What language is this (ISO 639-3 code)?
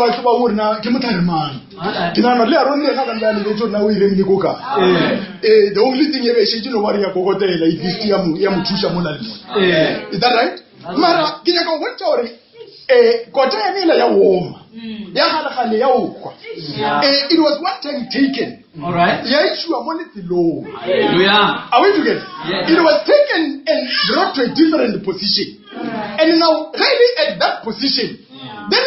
nso